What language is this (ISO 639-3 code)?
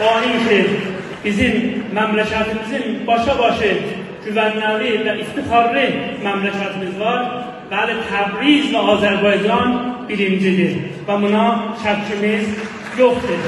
azb